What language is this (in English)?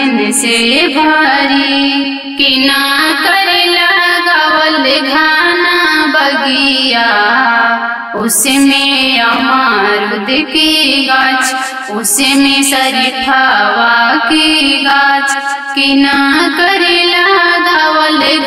Bhojpuri